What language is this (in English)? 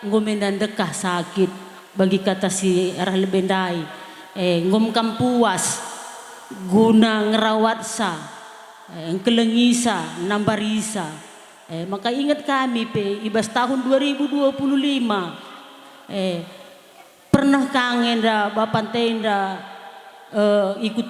Batak Karo